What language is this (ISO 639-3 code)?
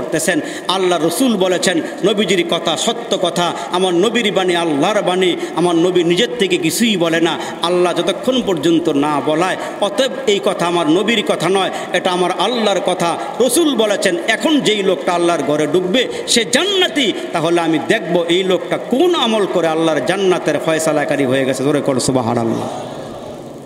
ben